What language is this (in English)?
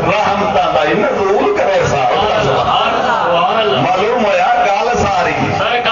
Saraiki